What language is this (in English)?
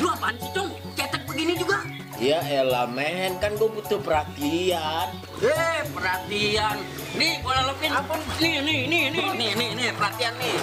Betawi